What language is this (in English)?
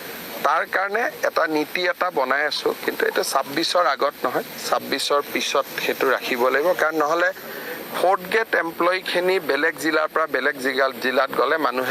Assamese